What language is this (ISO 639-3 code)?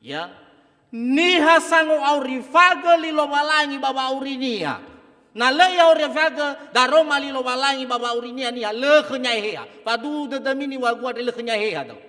nia